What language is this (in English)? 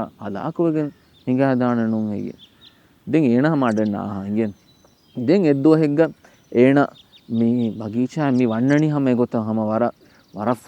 Divehi